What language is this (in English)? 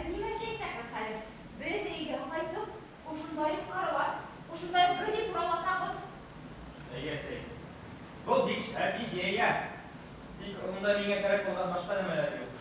Bashkir